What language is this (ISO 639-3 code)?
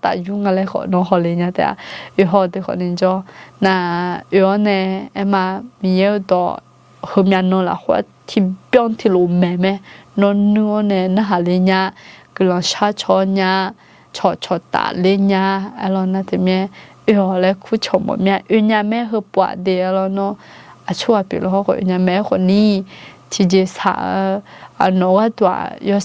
ahk